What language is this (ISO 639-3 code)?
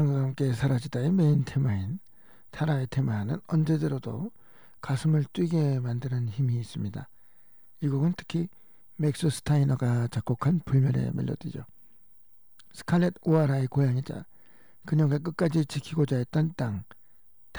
kor